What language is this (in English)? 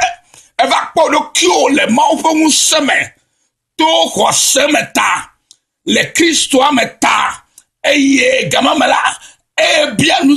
Ewe